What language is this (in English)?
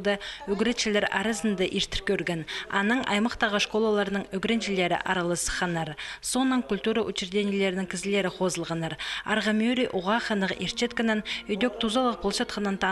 Khakas